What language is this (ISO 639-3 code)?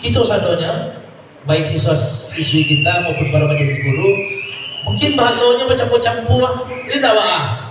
min